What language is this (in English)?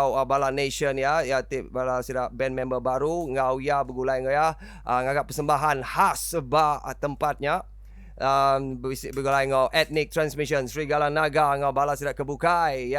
Iban